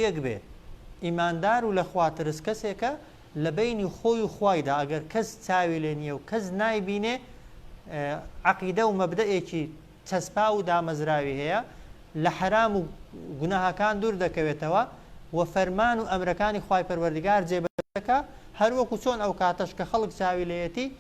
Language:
Central Kurdish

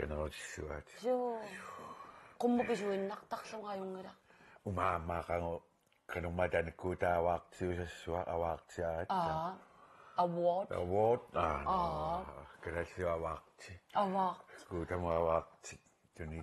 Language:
Kalaallisut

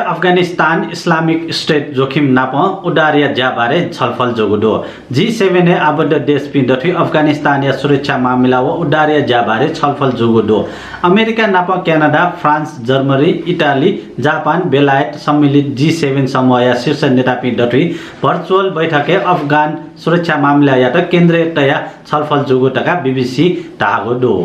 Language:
Newari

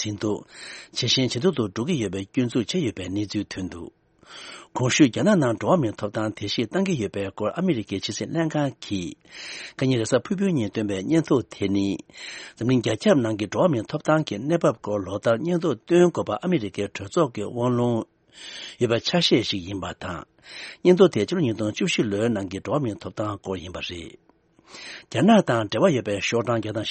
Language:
Tibetan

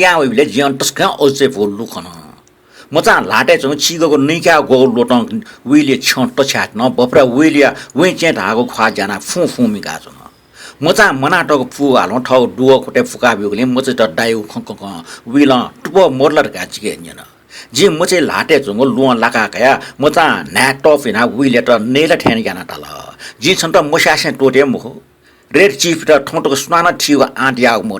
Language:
Newari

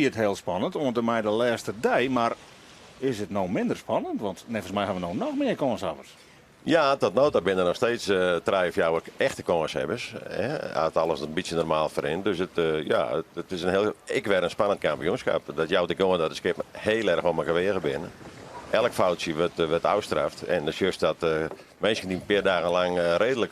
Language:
Western Frisian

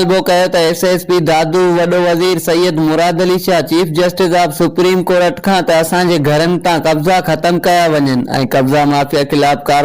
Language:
Sindhi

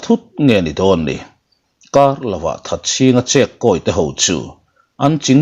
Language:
Mizo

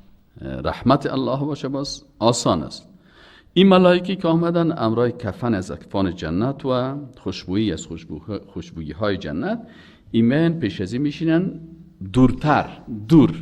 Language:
Persian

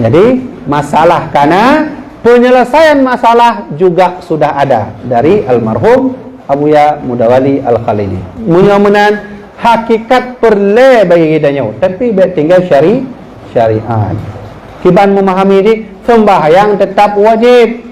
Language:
Achinese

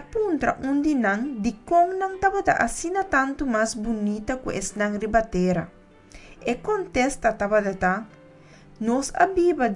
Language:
Papiamento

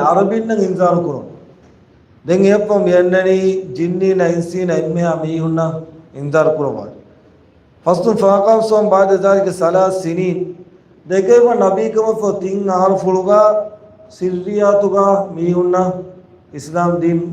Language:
Divehi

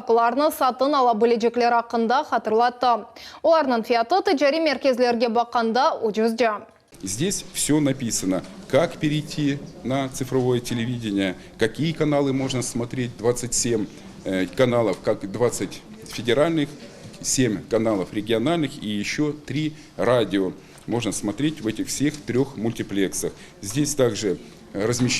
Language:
Crimean Tatar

